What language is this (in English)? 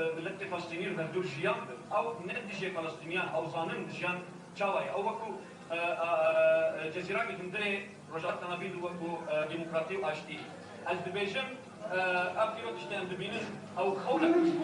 Kurdish